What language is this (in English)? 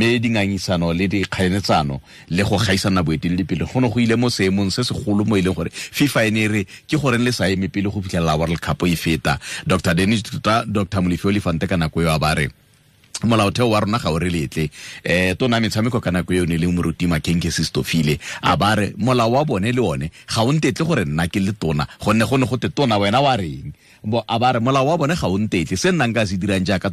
Tswana